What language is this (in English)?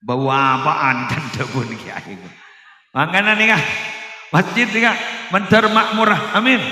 Madurese